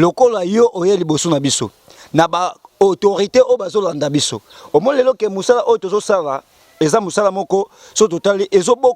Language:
Lingala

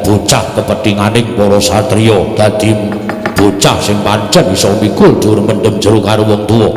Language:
Javanese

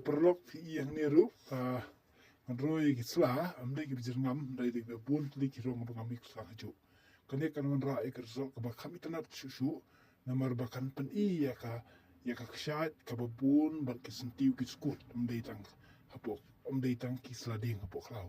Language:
Khasi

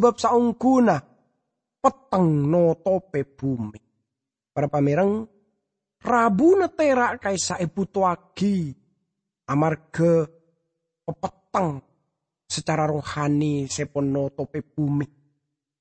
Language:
Madurese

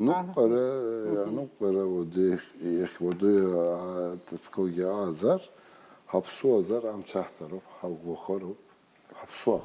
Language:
Abkhazian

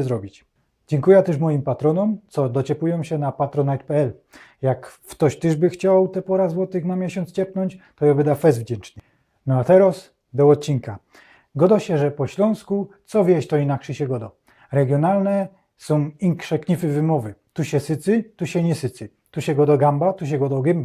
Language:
Silesian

